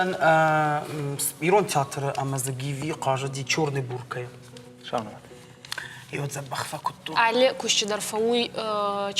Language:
Ossetic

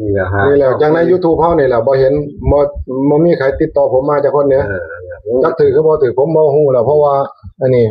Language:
Northeastern Thai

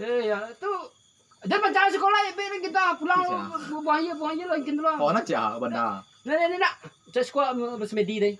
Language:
Minangkabau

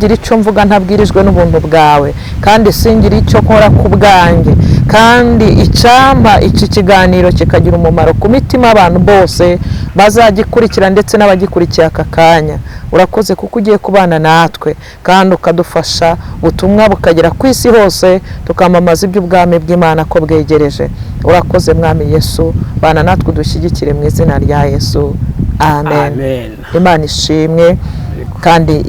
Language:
Kinyarwanda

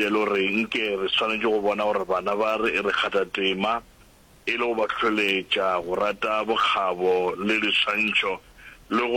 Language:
Northern Sotho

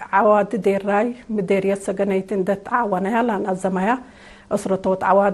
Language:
Tigre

